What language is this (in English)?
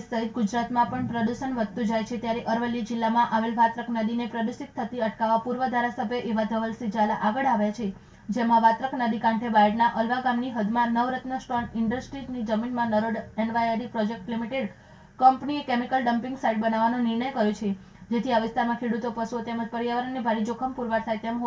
Gujarati